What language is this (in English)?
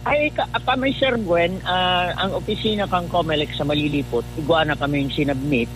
Bikol